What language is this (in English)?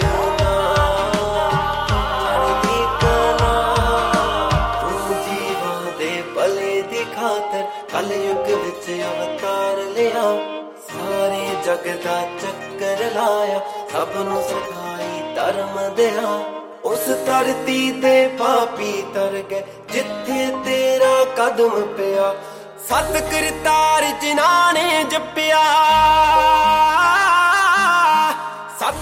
Punjabi